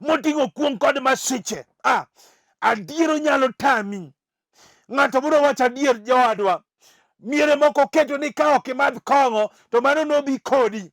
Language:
Luo (Kenya and Tanzania)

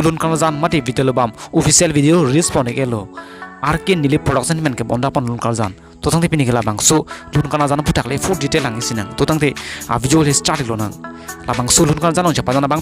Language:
Karbi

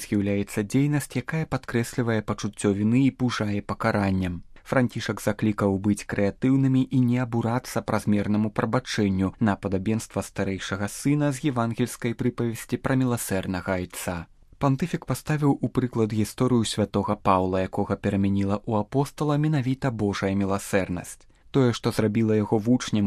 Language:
Belarusian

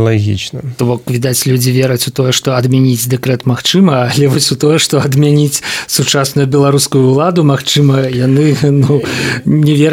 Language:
Belarusian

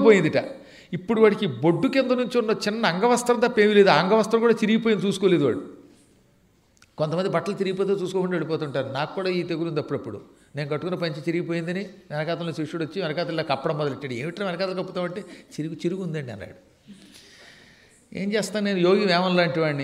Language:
Telugu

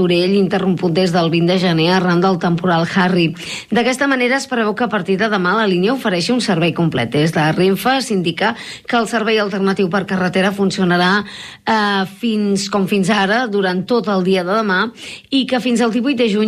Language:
Catalan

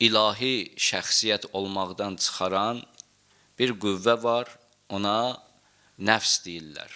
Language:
Azerbaijani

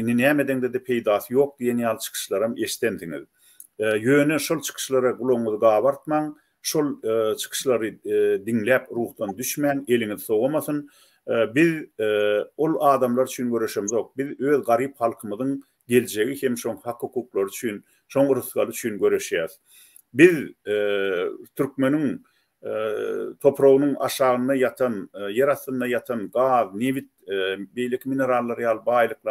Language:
Turkmen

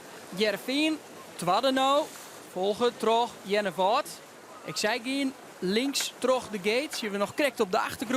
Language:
Western Frisian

